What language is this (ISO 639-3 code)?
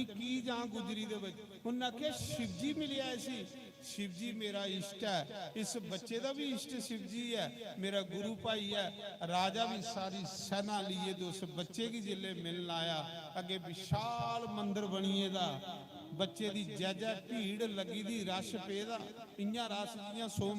doi